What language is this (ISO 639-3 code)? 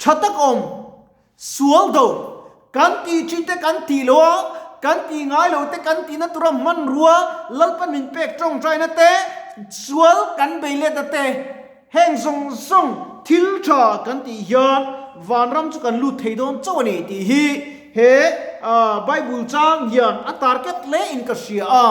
lus